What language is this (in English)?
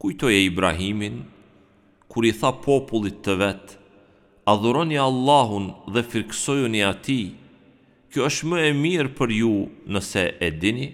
Albanian